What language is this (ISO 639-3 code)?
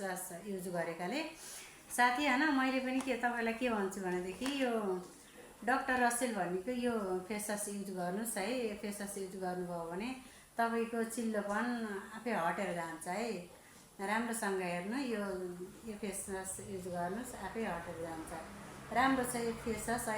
nep